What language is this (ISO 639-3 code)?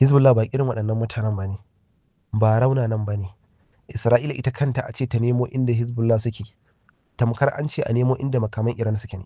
hau